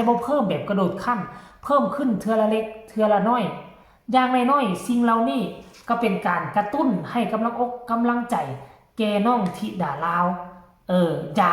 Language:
Lao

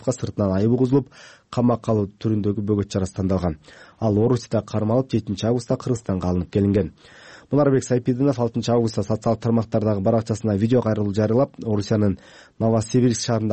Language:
Kyrgyz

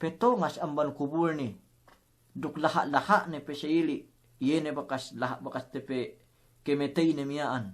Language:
Yakan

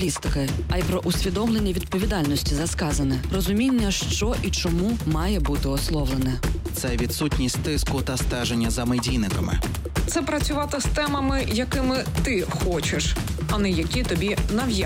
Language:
Ukrainian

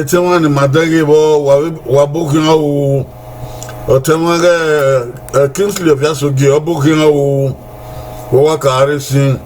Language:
Bini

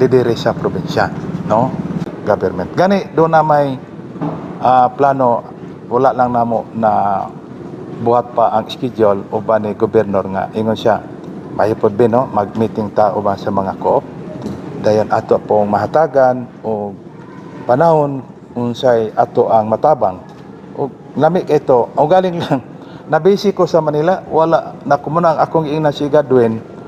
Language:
Cebuano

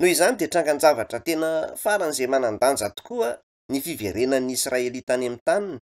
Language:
Malagasy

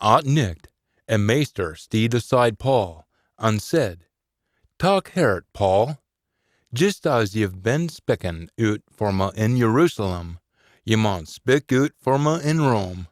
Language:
Scots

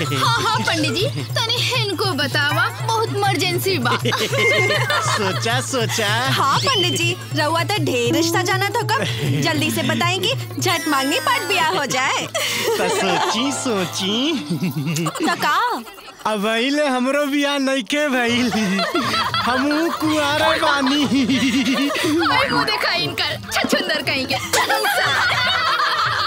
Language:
Bhojpuri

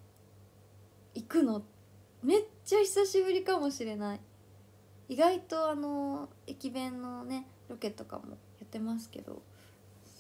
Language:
Japanese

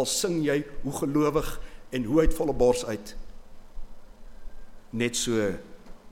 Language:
Afrikaans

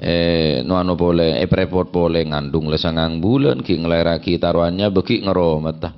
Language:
Madurese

